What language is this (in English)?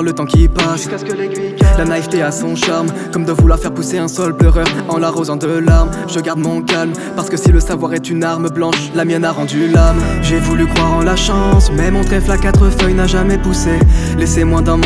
French